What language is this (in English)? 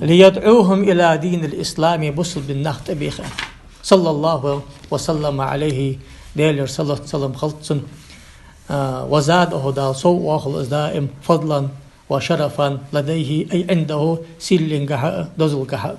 Ingush